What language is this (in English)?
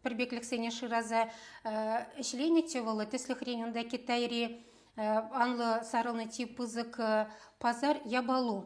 Chuvash